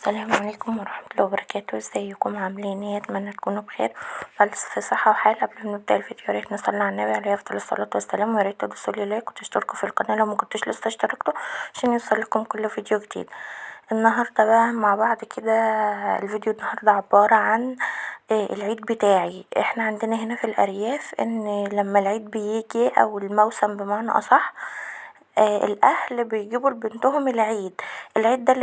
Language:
Egyptian Arabic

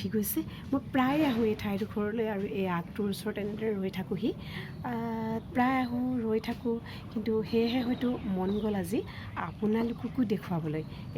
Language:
Assamese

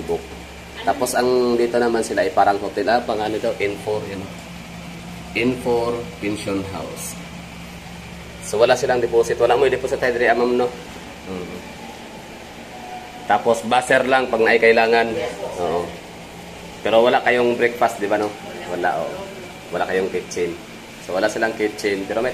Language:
Filipino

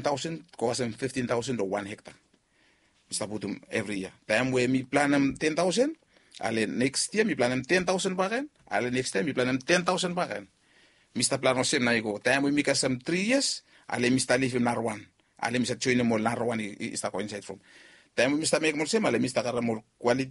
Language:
Bislama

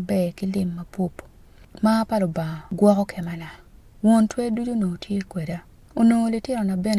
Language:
Acoli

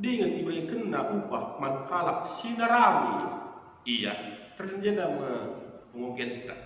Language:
Batak Karo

